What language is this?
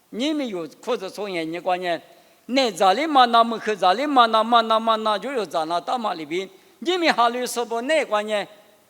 Lisu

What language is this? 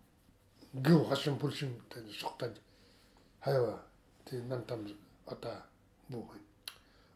Nanai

